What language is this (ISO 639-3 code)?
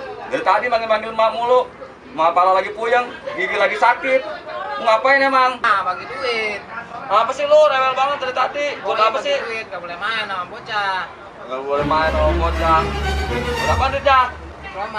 bew